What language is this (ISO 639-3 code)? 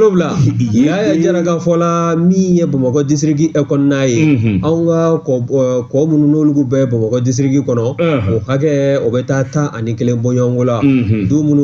bam